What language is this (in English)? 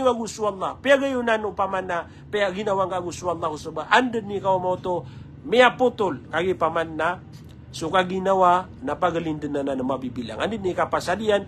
Maranao